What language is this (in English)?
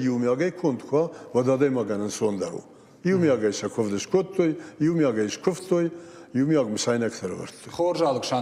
Ossetic